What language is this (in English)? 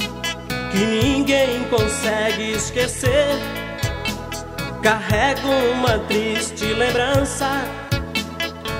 Portuguese